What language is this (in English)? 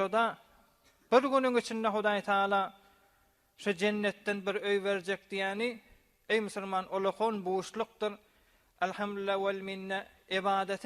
Turkmen